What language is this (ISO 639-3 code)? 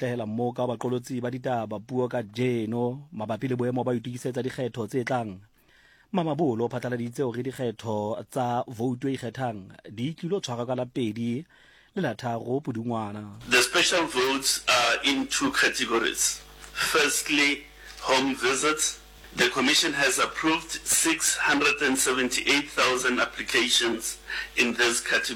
sot